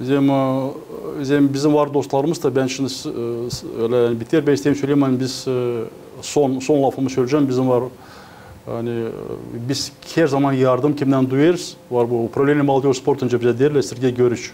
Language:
Gagauz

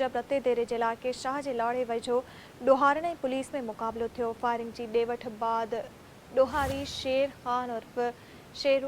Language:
Sindhi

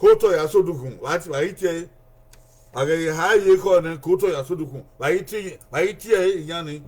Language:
Bini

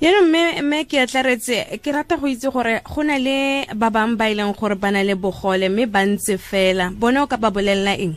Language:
Tswana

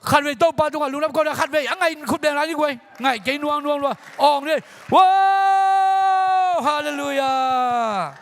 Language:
Tedim Chin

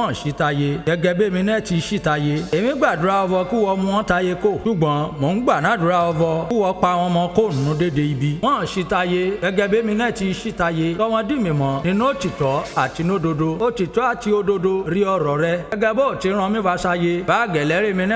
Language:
Yoruba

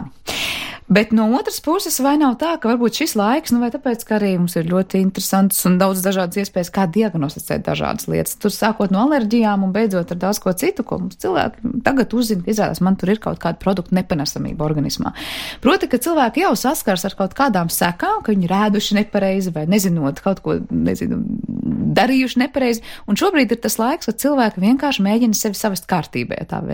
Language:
Latvian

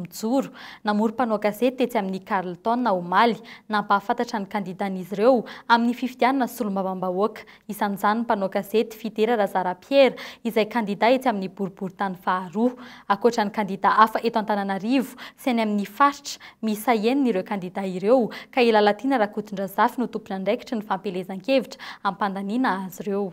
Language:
Malagasy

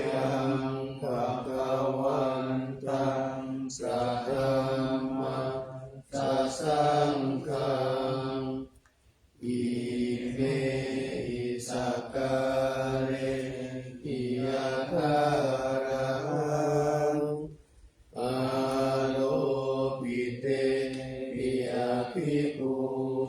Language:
Pali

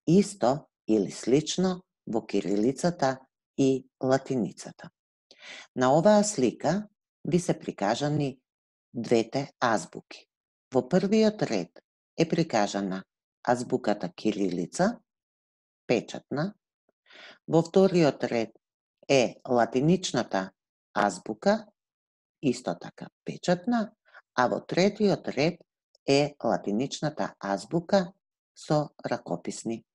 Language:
Macedonian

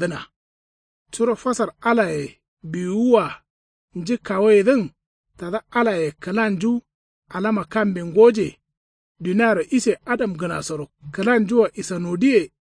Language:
Kanuri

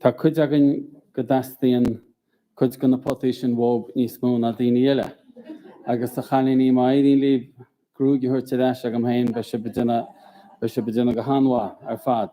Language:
Irish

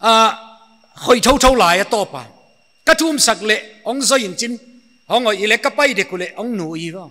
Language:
Paite Chin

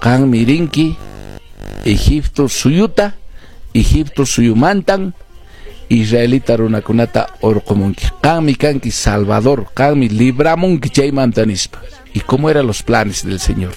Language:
Quechua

